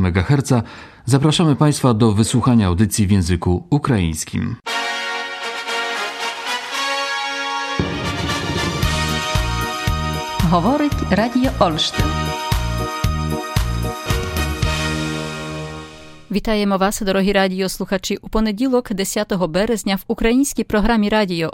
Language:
Ukrainian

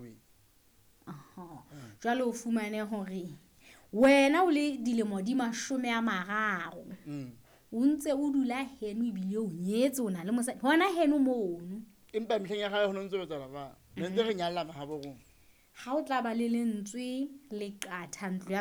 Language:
Southern Sotho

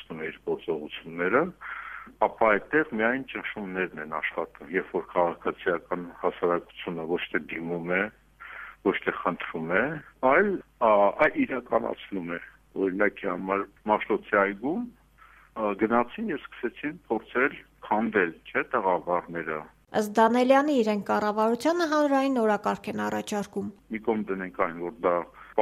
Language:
Armenian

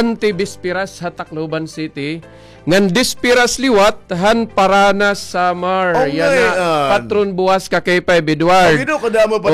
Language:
Waray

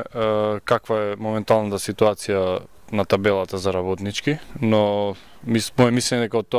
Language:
Macedonian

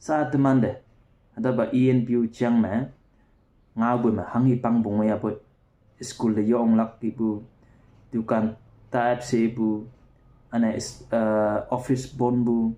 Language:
Konyak Naga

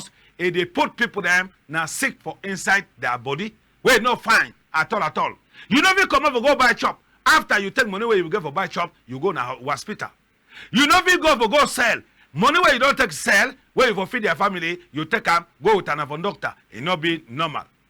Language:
Cameroon Pidgin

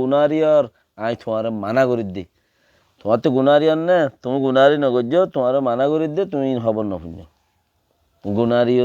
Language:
Rohingya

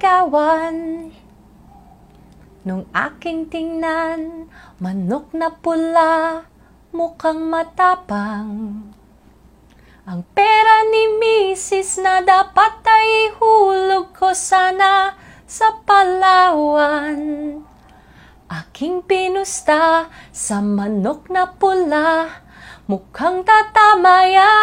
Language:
Filipino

